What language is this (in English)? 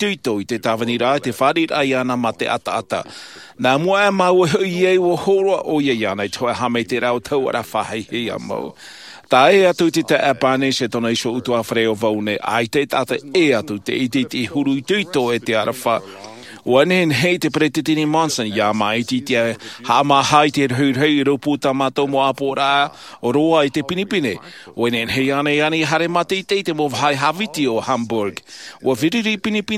Tahitian